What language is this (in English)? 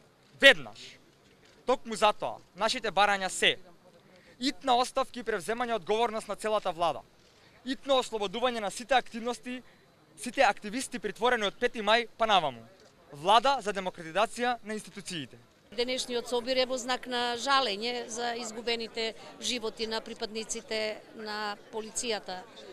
Macedonian